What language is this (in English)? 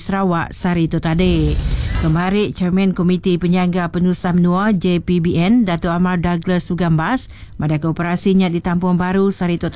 Iban